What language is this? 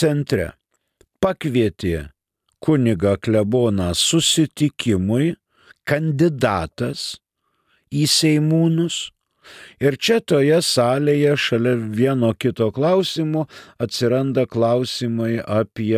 Lithuanian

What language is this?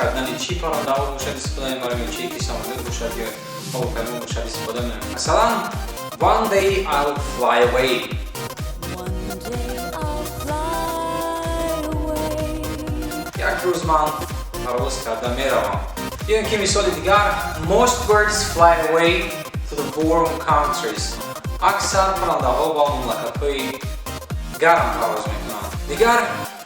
Tajik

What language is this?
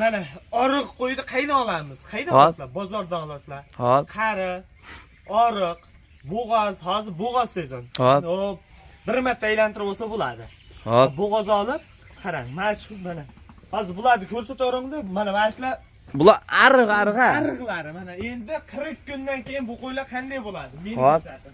Uzbek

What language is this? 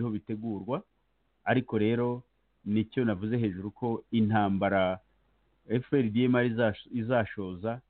Kinyarwanda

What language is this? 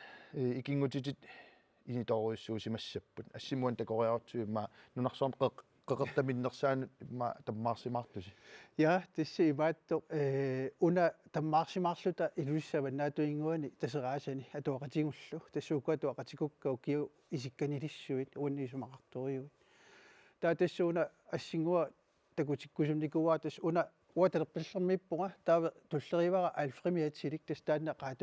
Kalaallisut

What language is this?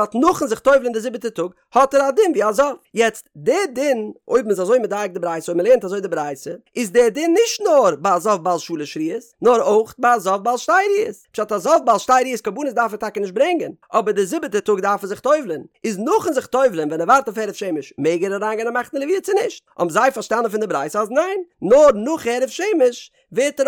Yiddish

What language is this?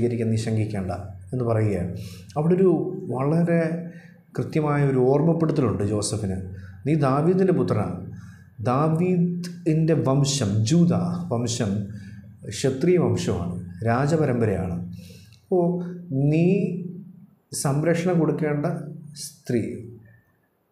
Malayalam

